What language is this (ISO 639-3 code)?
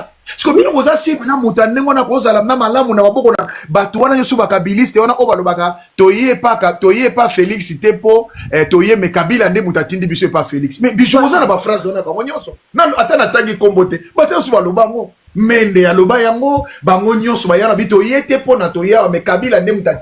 lin